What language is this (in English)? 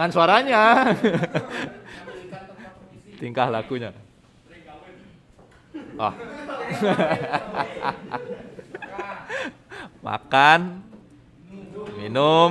Indonesian